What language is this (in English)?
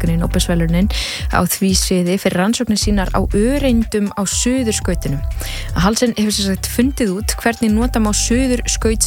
Icelandic